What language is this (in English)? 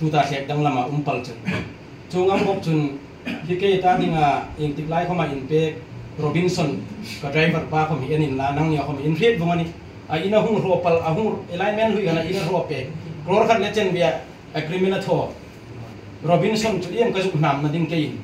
Hmar